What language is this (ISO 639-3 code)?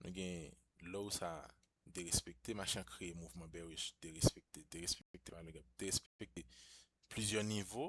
hat